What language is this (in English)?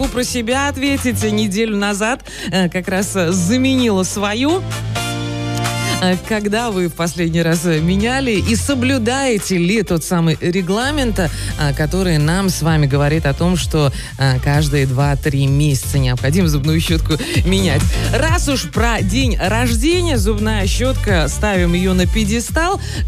Russian